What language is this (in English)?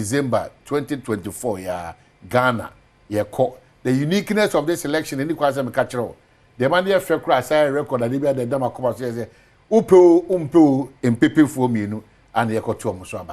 Akan